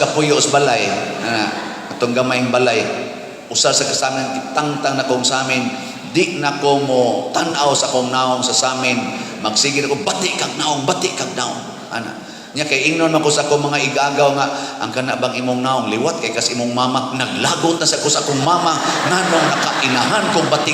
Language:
Cebuano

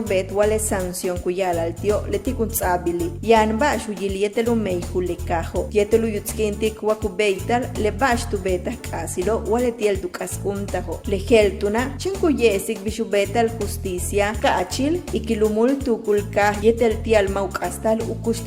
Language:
Yucateco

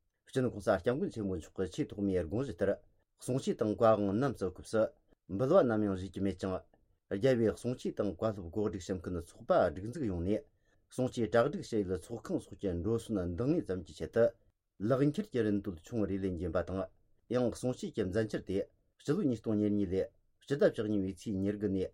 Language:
Tibetan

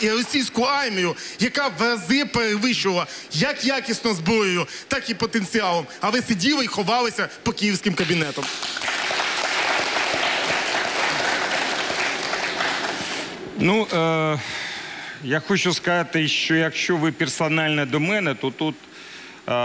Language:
Ukrainian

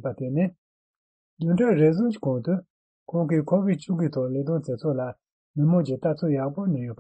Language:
Tibetan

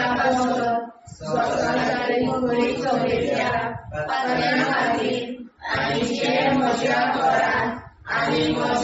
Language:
Konkani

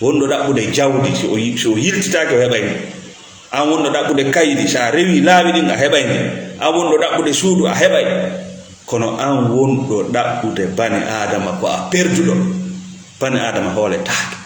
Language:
Fula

